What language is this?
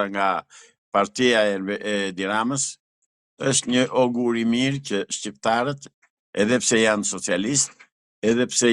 Albanian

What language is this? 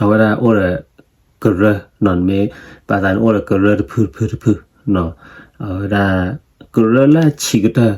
S'gaw Karen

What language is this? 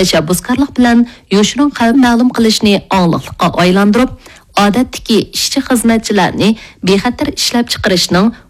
Uyghur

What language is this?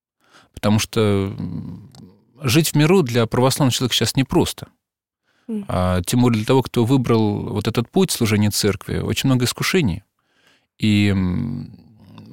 Russian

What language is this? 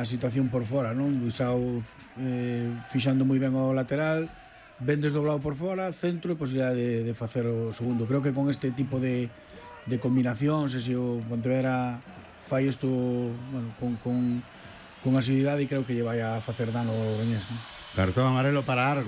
Galician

